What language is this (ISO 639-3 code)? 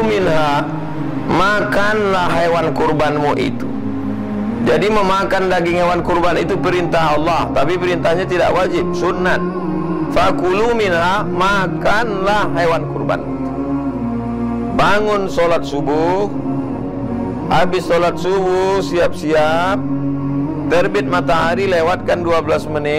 ind